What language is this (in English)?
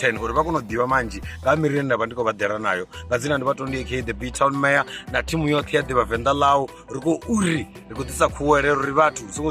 Venda